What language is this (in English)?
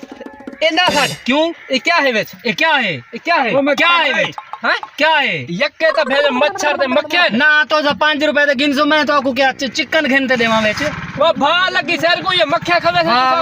Saraiki